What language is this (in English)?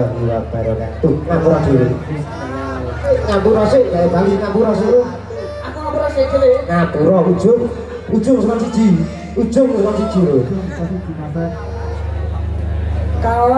Javanese